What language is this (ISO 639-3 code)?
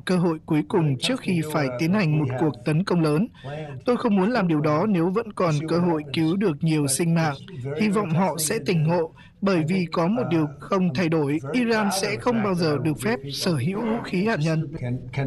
vie